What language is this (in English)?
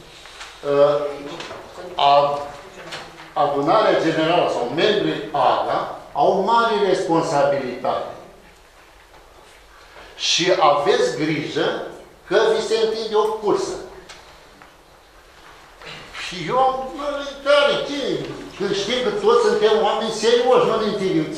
Romanian